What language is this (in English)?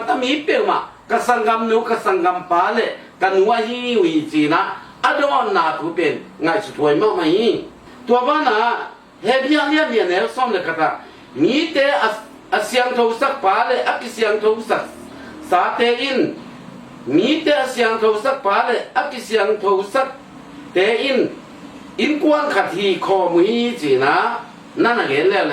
Tedim Chin